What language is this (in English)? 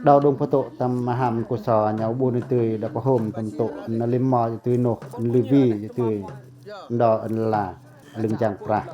Pacoh